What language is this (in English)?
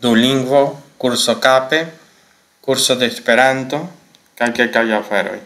Esperanto